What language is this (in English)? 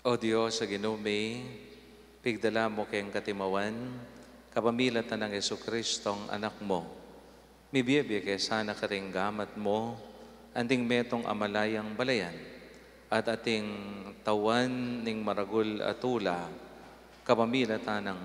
Pampanga